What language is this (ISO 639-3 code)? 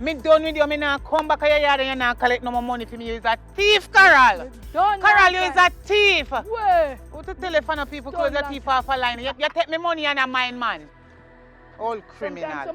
jam